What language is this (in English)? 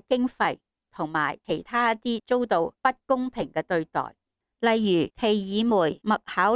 Cantonese